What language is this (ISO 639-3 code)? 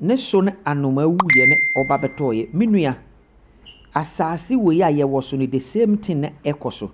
aka